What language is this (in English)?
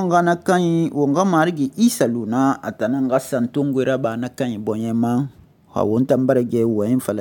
Susu